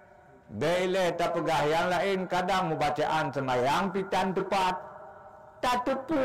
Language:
Achinese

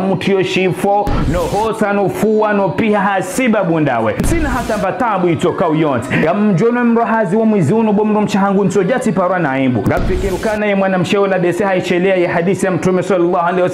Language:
Ngazidja Comorian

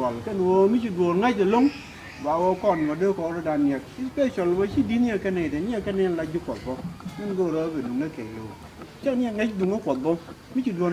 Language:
Nuer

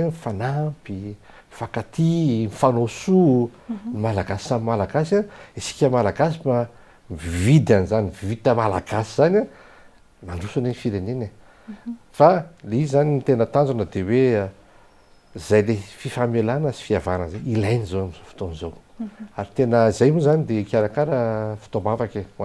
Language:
Malagasy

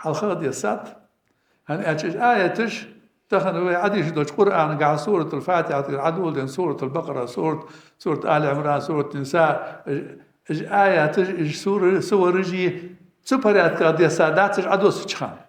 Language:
Ingush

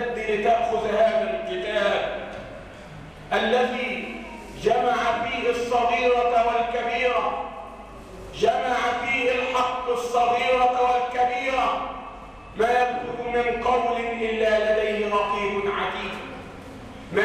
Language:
Arabic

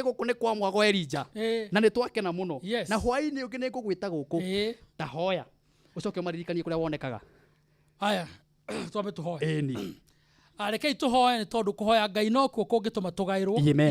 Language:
Kikuyu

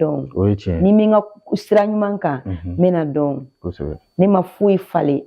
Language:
Bambara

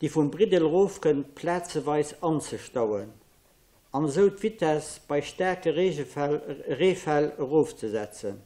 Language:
Luxembourgish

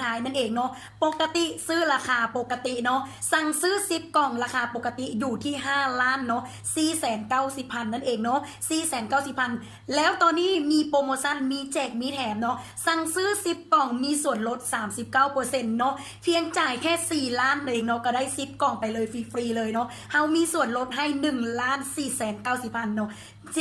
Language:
Lao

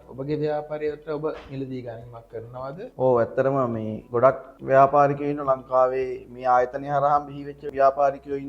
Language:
Sinhala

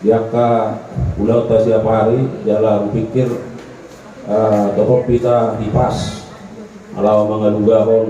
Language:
Batak Toba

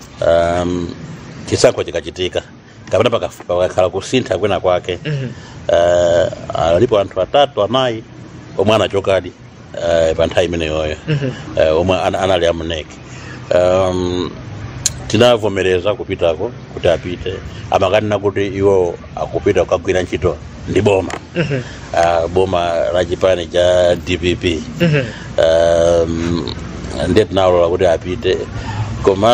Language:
Nyanja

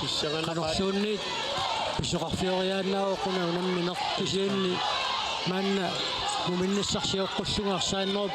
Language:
Kalaallisut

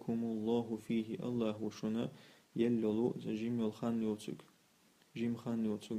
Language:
Chechen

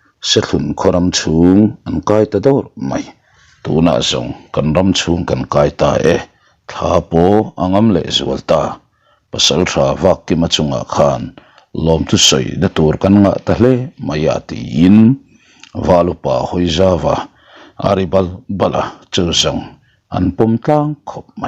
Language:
Mizo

